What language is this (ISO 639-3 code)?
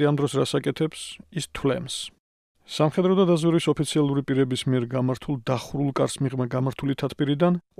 kat